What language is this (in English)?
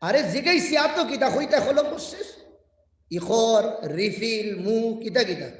Sylheti